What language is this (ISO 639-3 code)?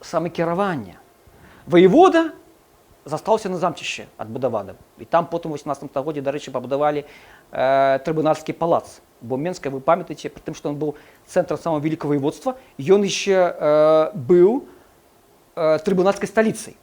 bel